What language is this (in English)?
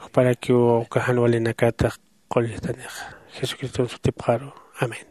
Aymara